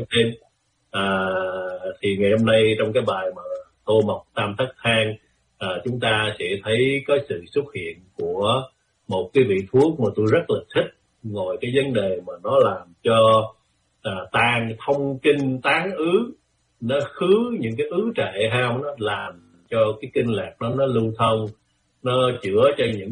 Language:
Vietnamese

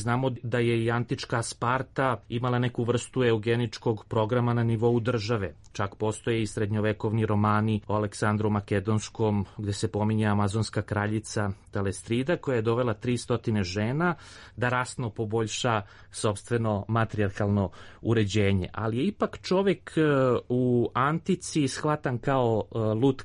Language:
Serbian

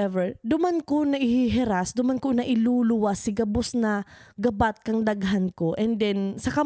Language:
Bikol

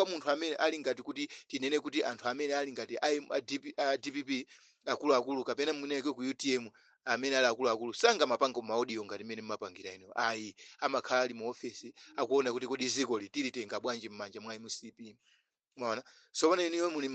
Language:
Nyanja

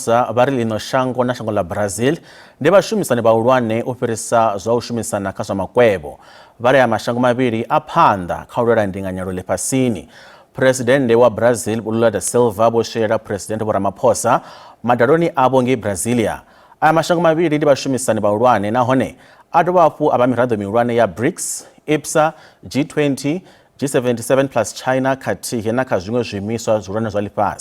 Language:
Venda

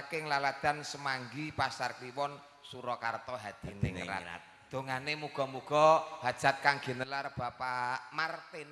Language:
Javanese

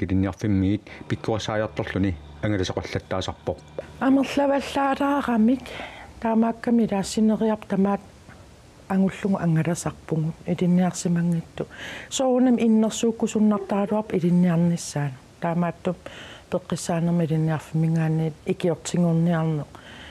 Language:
Kalaallisut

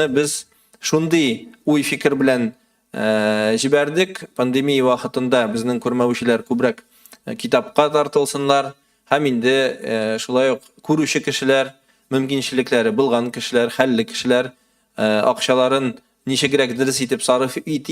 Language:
Tatar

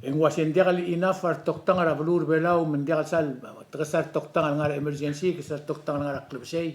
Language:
Palauan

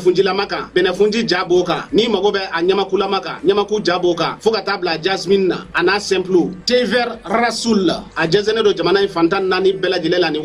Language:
Bambara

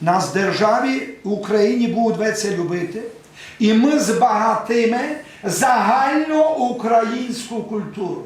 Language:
Rusyn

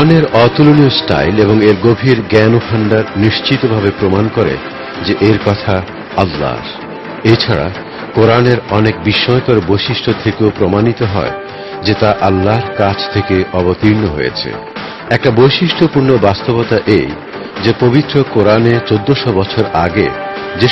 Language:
Bangla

